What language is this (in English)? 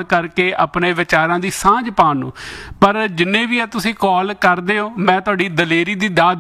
Punjabi